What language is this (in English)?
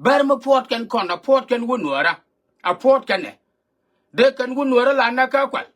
Nuer